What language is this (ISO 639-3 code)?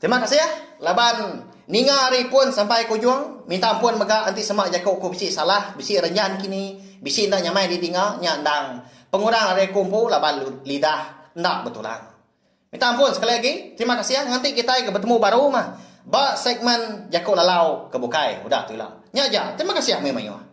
iba